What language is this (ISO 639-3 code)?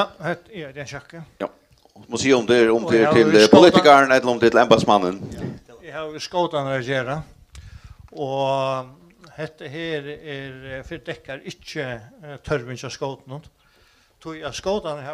fao